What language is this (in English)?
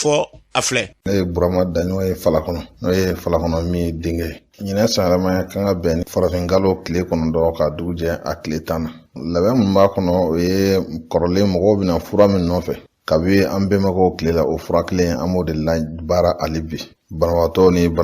Bambara